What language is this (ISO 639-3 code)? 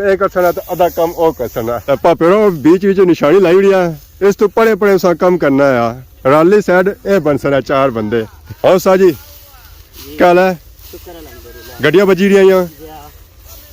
phr